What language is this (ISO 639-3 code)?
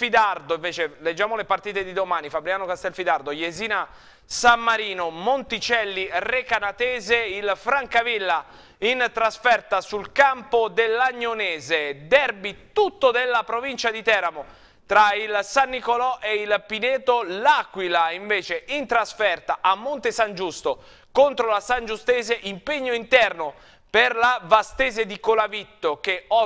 ita